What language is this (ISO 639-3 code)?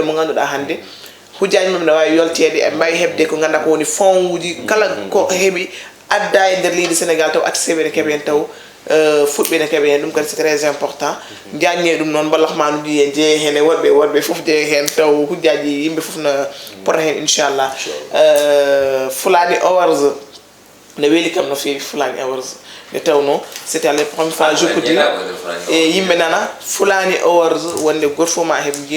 ful